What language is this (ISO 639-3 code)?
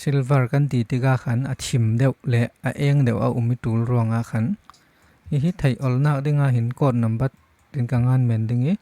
cfm